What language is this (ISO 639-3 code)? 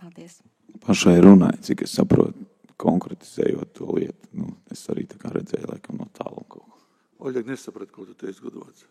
lav